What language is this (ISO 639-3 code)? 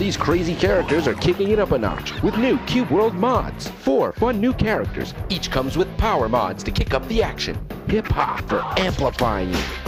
eng